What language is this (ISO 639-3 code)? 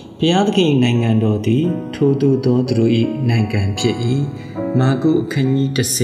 mya